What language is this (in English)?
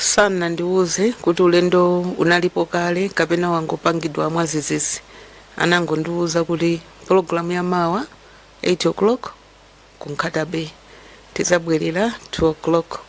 Nyanja